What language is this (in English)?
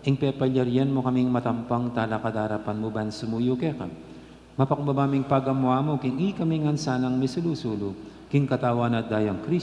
Pampanga